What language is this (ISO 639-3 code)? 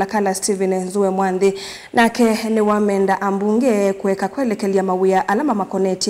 kam